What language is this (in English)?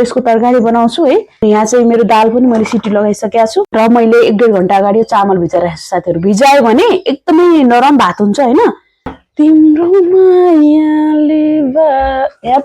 Nepali